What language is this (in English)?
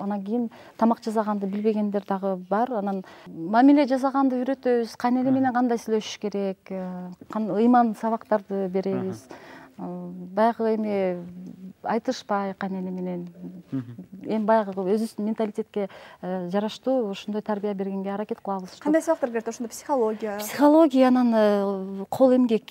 Kyrgyz